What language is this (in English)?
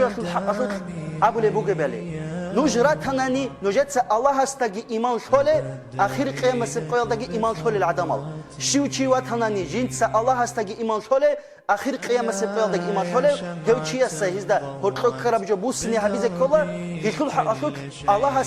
Avaric